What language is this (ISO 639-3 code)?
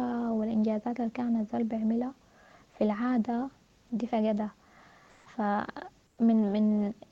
apd